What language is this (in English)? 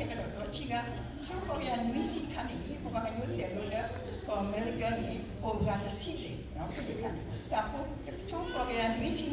S'gaw Karen